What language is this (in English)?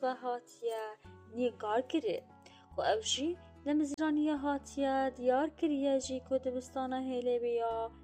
Kurdish